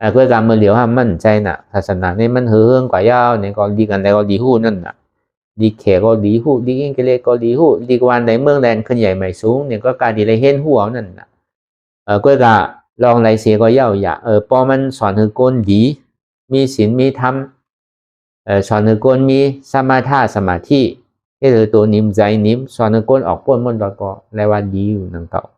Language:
Shan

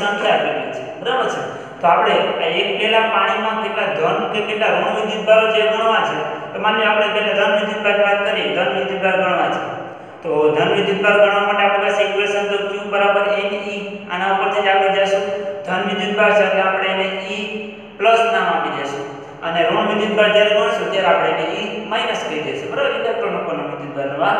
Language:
Gujarati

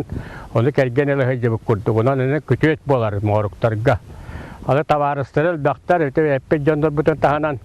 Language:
Yakut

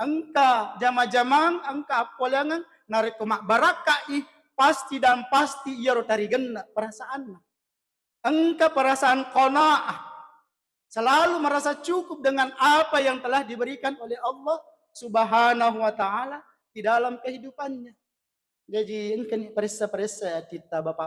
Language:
Buginese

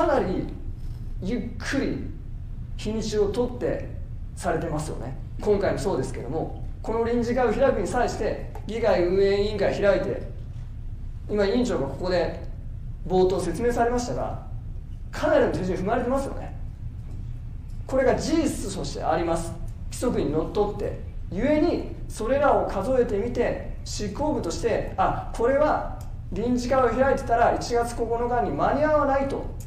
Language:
Japanese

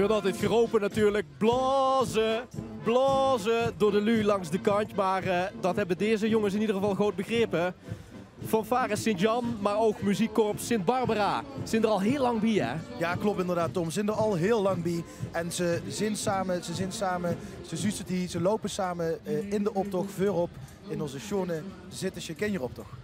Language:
Limburgish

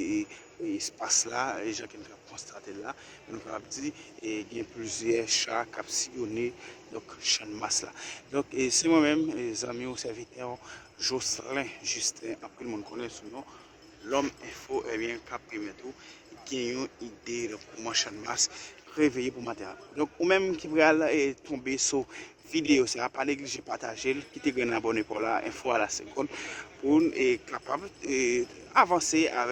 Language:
Haitian Creole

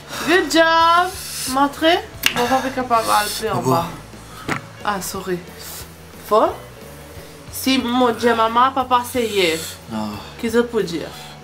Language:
Morisyen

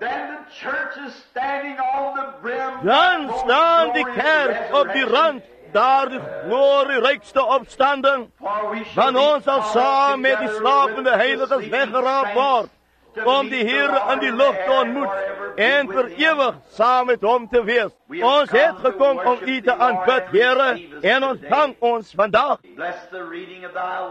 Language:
Afrikaans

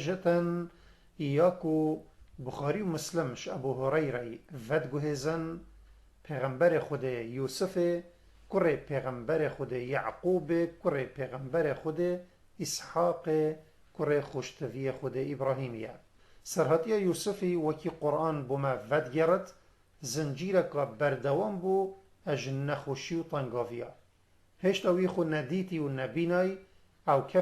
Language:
Kurdish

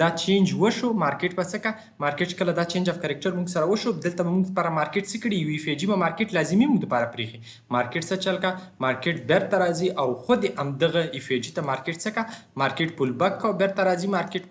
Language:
Pashto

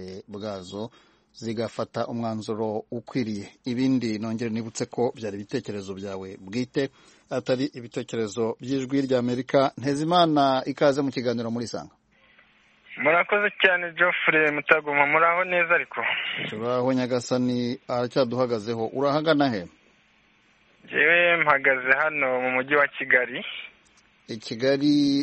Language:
Kinyarwanda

